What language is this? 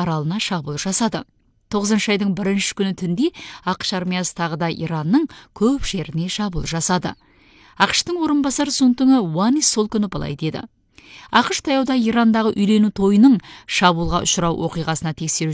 Kazakh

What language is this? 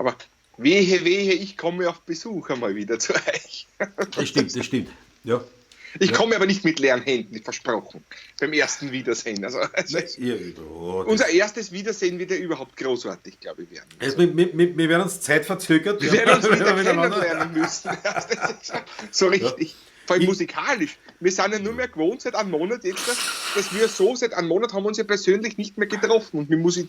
Bavarian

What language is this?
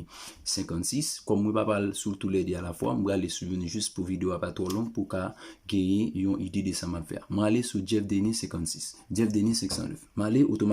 Haitian Creole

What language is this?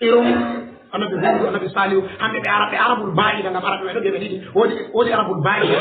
Fula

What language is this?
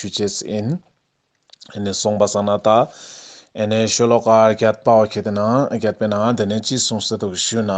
Ladakhi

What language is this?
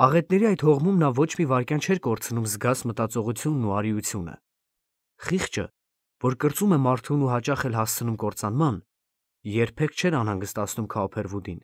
Armenian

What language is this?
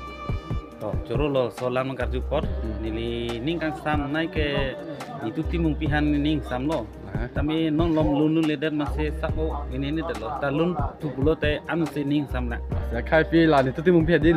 Karbi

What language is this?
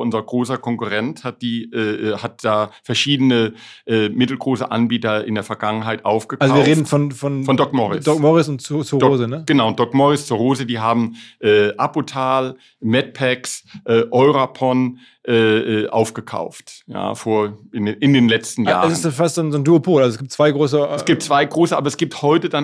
German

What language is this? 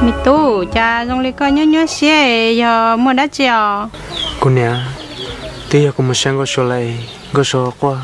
Hmong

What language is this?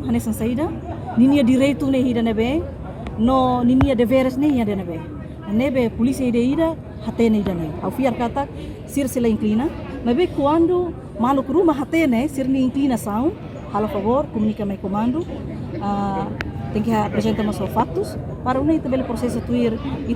Tetum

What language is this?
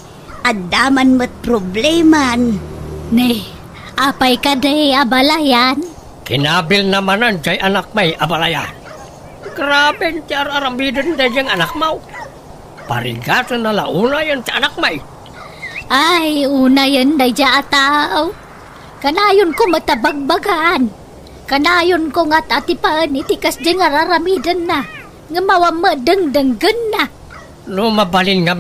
Iloko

